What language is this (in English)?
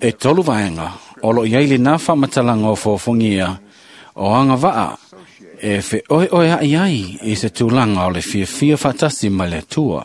Samoan